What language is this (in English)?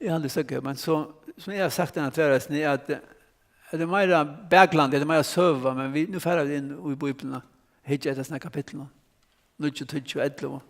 Faroese